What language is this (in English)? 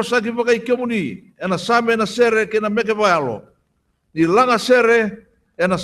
Fijian